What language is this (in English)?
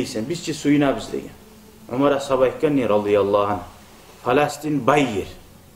Kumyk